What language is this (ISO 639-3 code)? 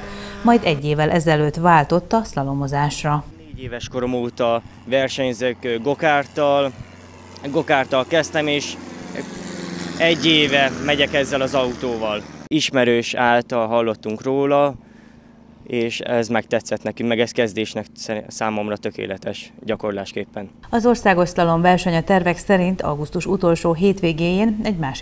hun